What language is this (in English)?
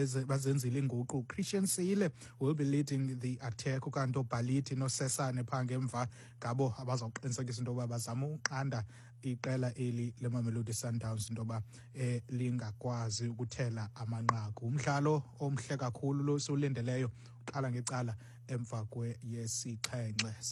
Xhosa